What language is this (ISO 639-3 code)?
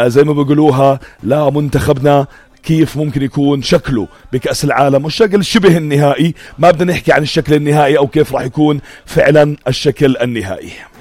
apc